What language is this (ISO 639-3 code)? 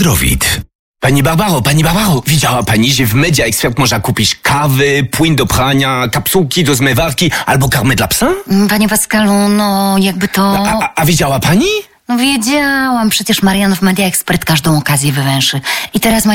pol